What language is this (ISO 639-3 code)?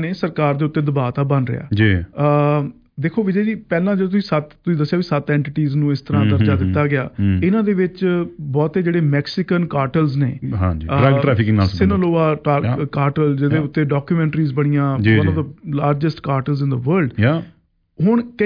pan